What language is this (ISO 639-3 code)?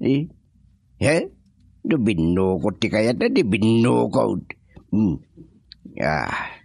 ilo